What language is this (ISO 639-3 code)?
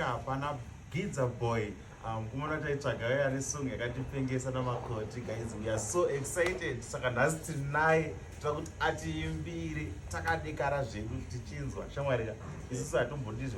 sna